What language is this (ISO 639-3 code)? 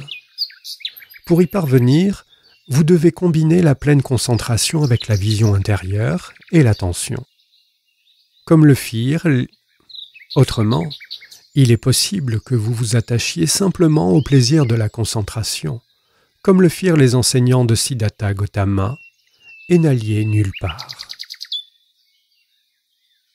fra